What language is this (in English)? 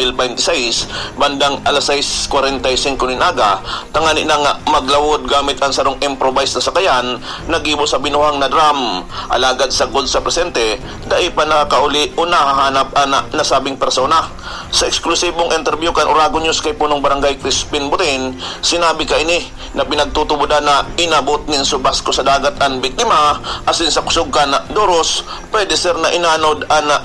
Bikol